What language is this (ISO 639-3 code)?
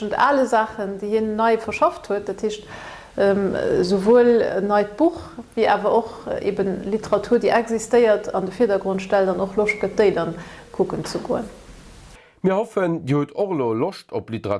ltz